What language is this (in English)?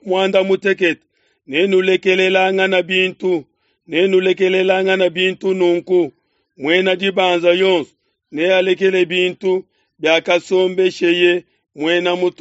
Luba-Lulua